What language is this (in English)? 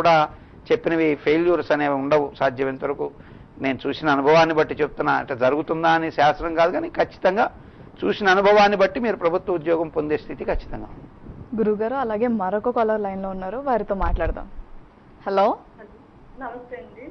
Telugu